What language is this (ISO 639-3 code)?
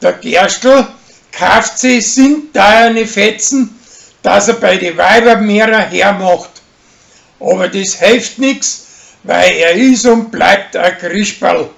bar